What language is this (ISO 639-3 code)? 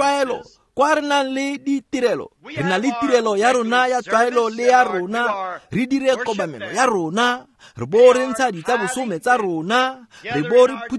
tsn